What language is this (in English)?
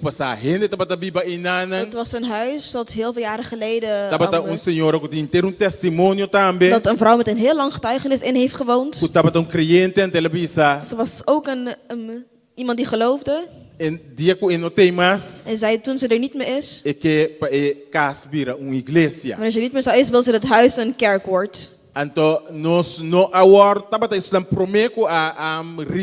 Papiamento